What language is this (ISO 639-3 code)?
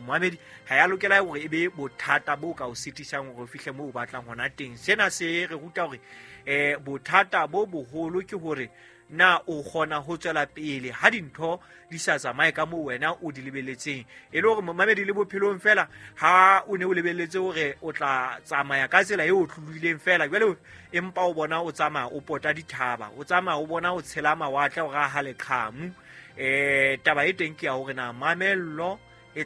sot